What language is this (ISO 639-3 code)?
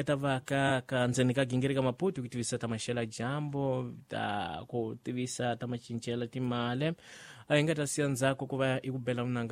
tso